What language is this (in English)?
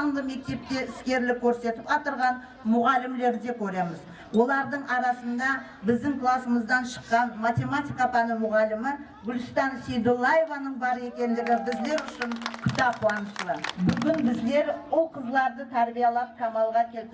Kara-Kalpak